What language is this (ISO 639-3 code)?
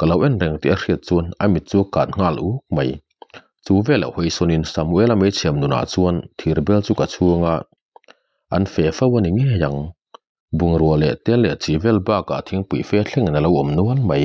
lus